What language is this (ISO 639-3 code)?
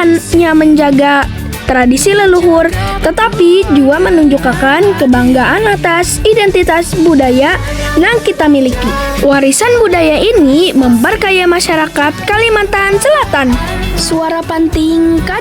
bjn